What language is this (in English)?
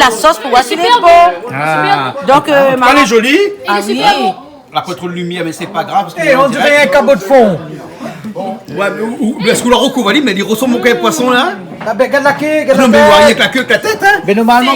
Réunion Creole French